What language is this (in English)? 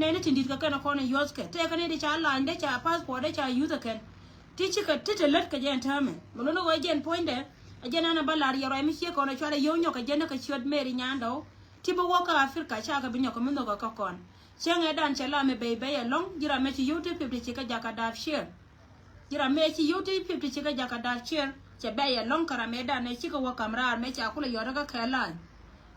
Nuer